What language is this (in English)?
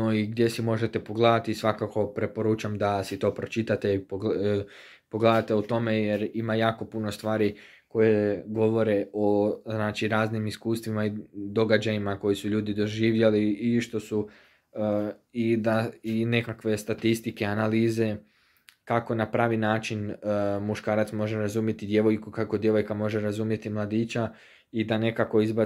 Croatian